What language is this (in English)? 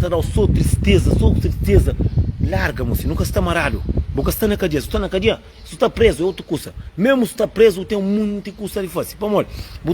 Kabuverdianu